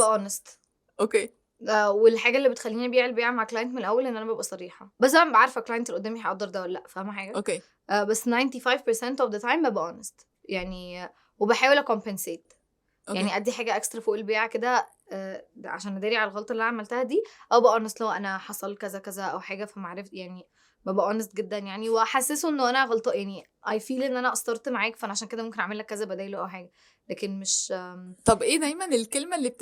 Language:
Egyptian Arabic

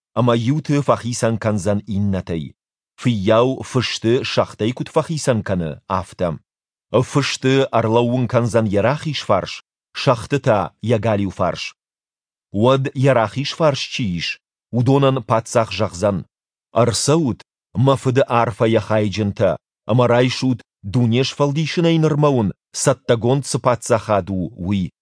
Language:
Ossetic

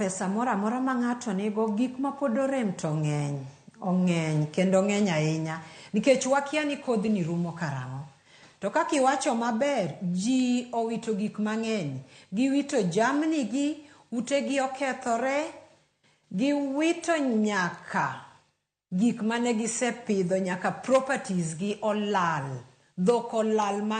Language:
Luo (Kenya and Tanzania)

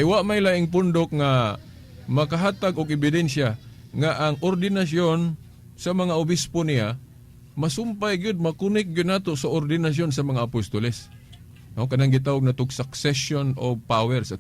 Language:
Cebuano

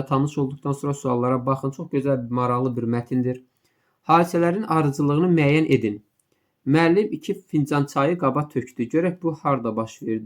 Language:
Azerbaijani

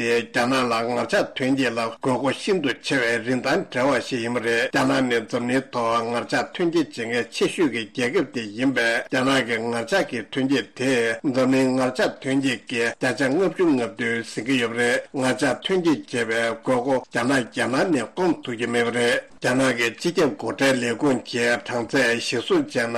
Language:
Tibetan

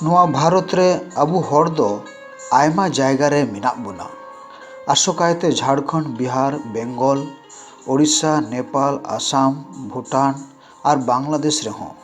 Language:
Santali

